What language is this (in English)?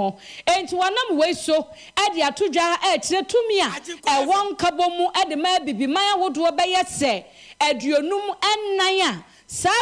Akan